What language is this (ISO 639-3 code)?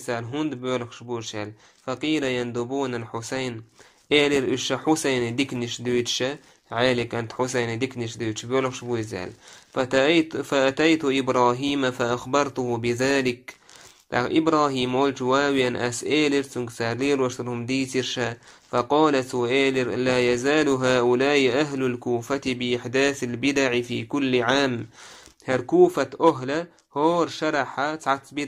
che